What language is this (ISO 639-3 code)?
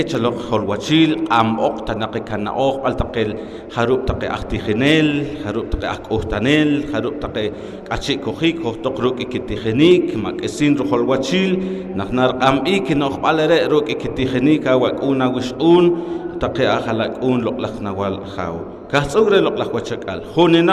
poh